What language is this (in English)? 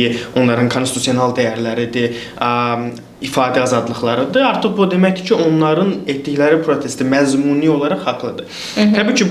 Azerbaijani